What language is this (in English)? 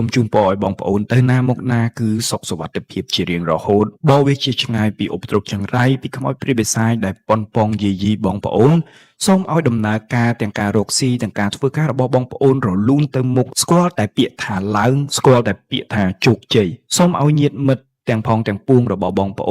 Khmer